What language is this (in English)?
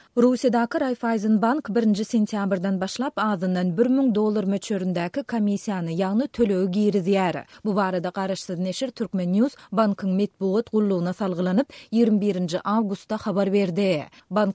Turkmen